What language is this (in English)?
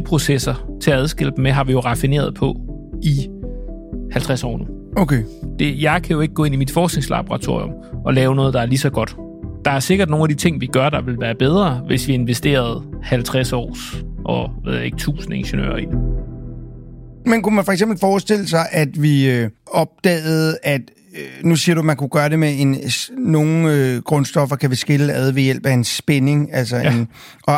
Danish